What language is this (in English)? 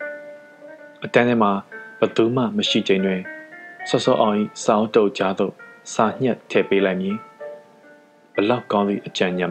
Burmese